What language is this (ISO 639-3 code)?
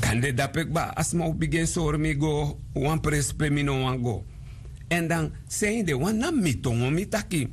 srn